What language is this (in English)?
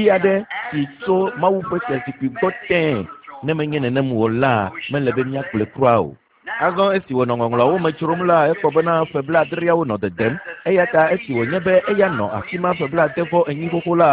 Ewe